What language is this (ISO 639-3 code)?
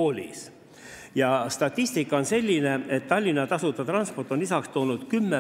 est